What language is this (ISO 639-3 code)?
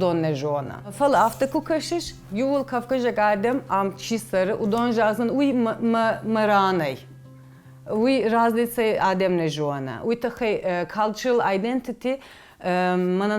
oss